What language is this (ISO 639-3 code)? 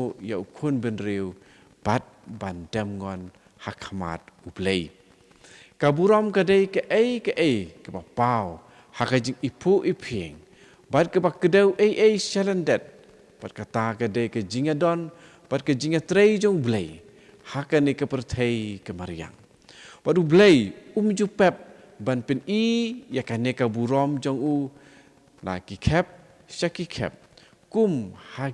kha